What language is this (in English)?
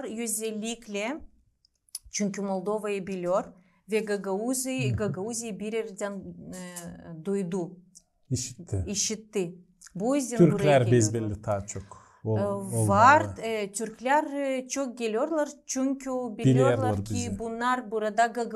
Gagauz